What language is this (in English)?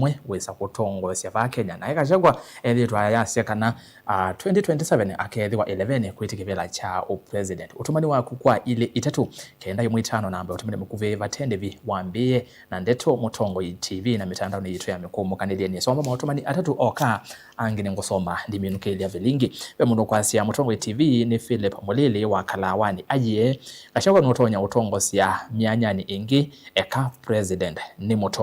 Kamba